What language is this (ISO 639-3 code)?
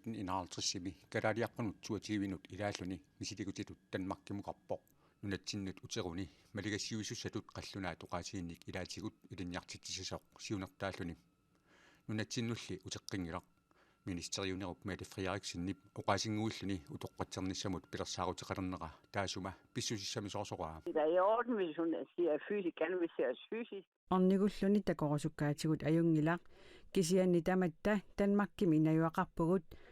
kal